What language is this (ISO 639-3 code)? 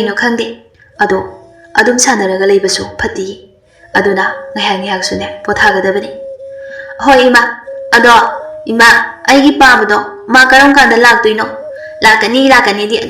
mni